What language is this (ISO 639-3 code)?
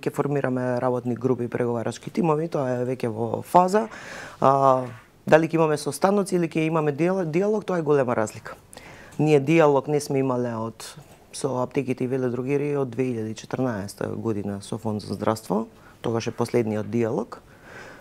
mkd